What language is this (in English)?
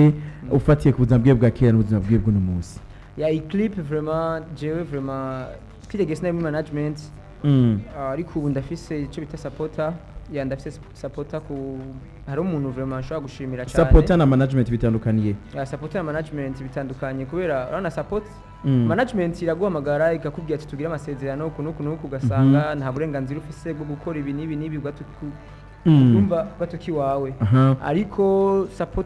Rundi